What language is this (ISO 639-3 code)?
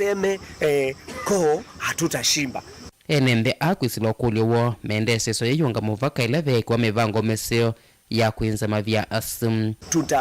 kam